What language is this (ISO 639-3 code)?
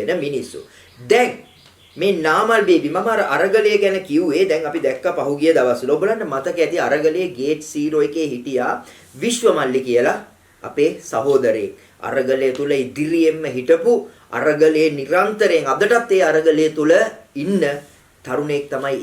sin